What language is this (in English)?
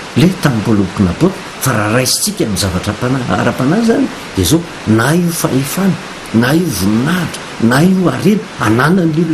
Malagasy